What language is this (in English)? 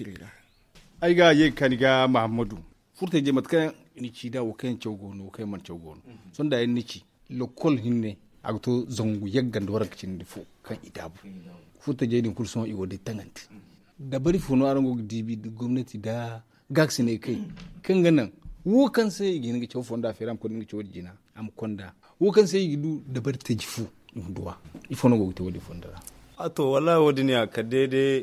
Zarma